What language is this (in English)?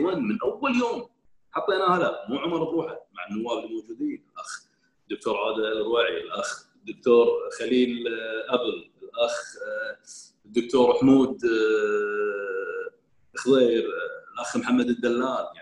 Gulf Arabic